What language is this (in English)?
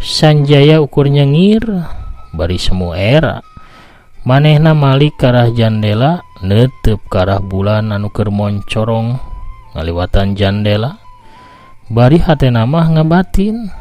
Sundanese